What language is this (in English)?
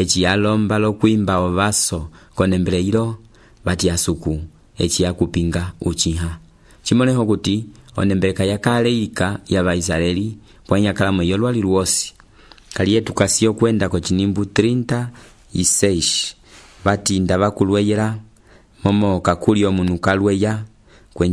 Umbundu